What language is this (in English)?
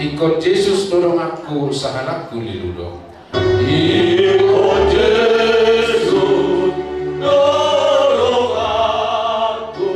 Batak Toba